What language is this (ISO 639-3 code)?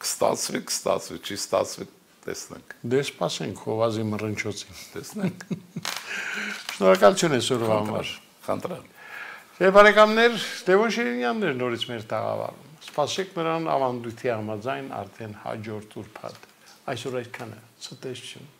hye